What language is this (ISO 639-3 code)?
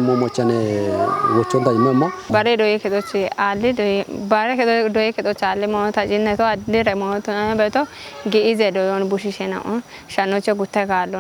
kbr